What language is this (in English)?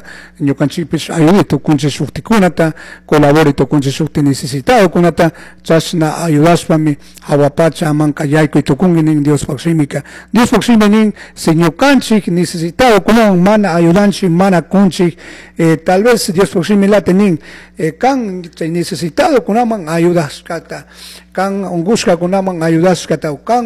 Chimborazo Highland Quichua